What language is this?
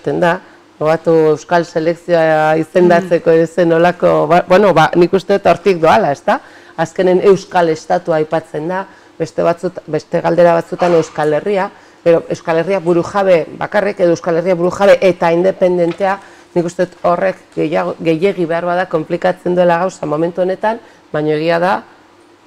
Basque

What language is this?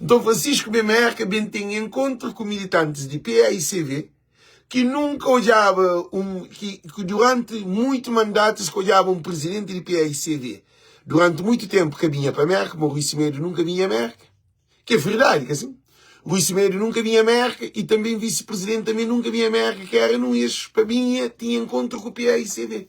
Kabuverdianu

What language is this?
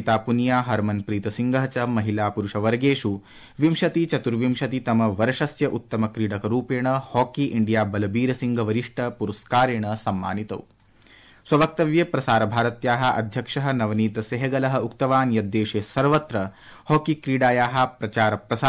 Sanskrit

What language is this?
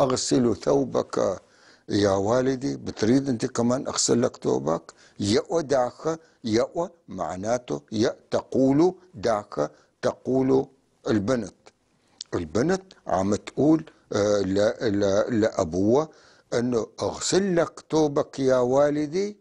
North Levantine Arabic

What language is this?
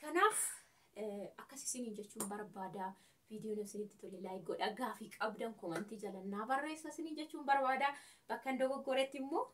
Oromo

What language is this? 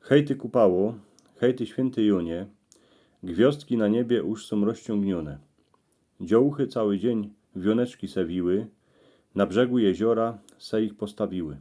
Silesian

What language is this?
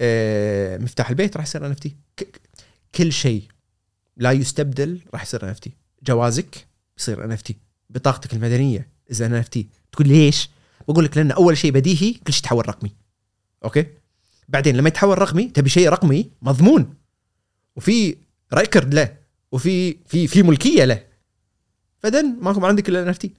Gulf Arabic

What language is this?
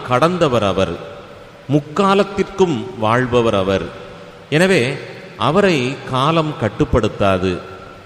Tamil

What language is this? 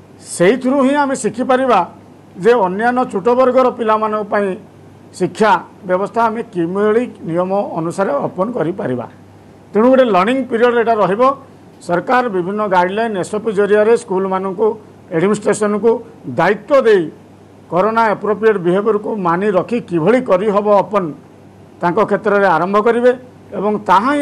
Odia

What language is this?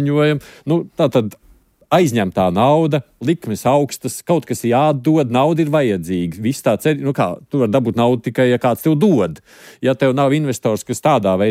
Latvian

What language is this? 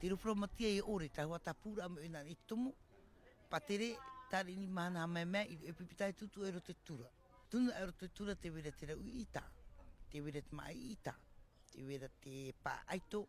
Tahitian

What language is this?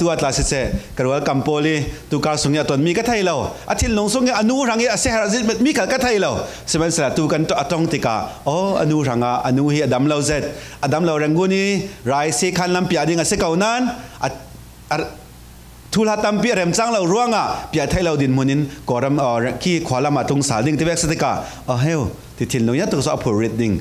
Falam Chin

